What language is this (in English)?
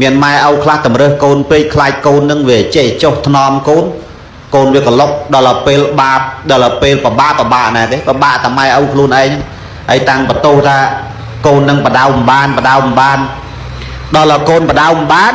Khmer